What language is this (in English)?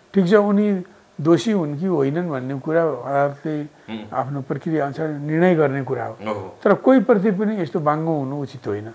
Nepali